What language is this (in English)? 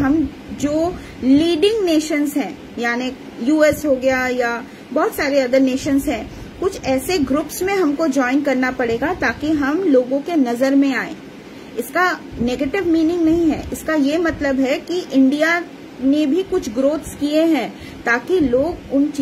Hindi